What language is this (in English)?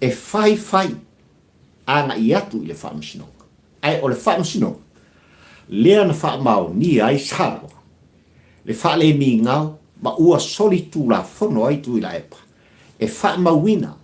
Samoan